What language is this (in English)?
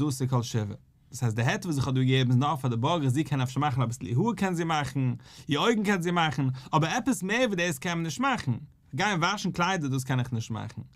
Yiddish